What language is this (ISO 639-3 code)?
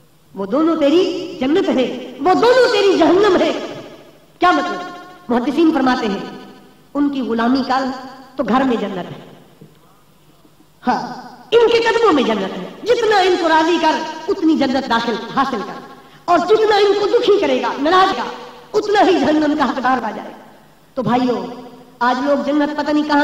urd